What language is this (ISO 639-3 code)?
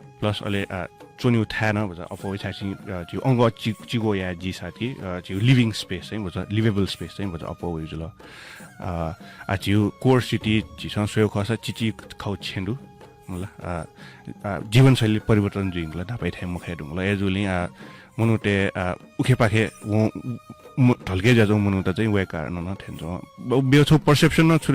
new